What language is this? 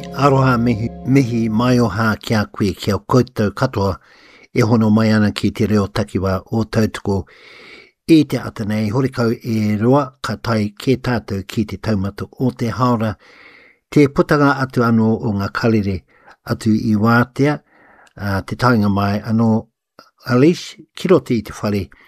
Māori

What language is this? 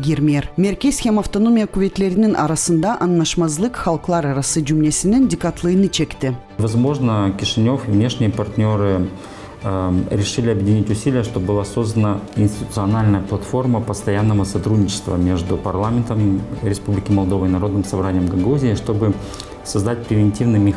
Gagauz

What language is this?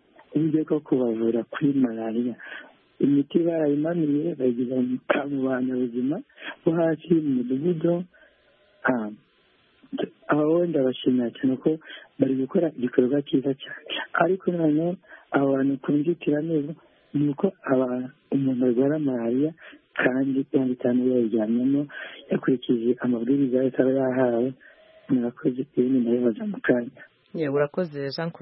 Kinyarwanda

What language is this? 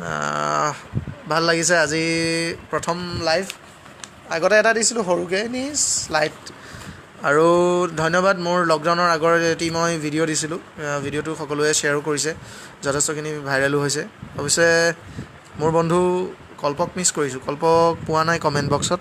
Assamese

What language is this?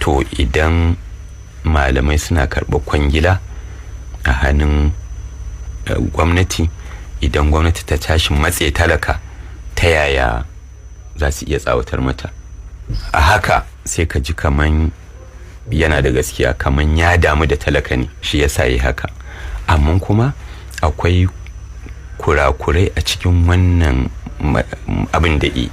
Hausa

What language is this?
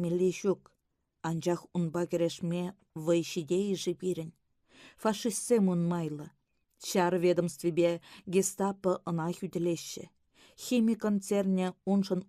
Chuvash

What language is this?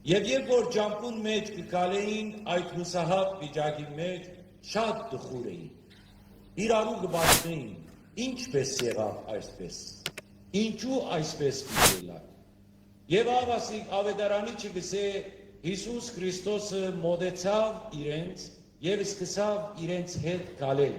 Western Armenian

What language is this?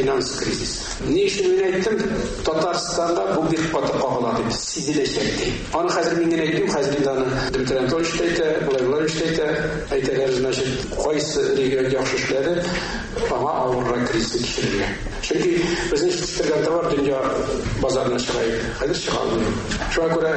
Tatar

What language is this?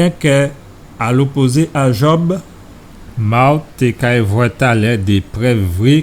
Guadeloupean Creole French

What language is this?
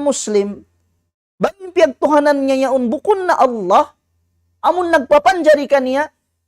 Tausug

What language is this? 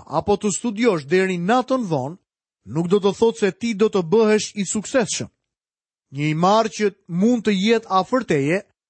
Albanian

